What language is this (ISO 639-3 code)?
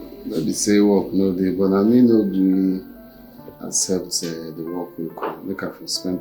pcm